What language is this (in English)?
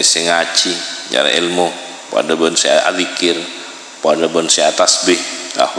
Madurese